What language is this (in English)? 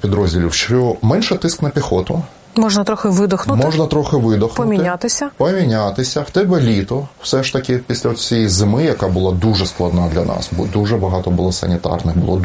Ukrainian